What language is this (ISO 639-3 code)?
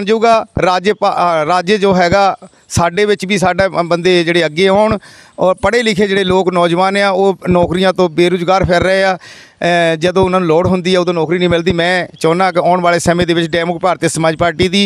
pan